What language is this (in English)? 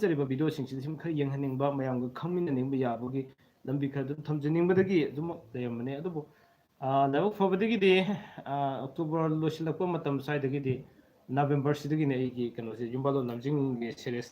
Manipuri